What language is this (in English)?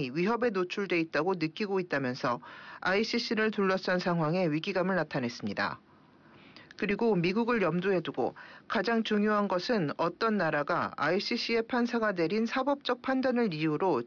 Korean